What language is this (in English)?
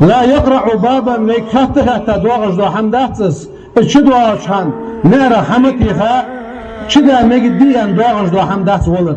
Ingush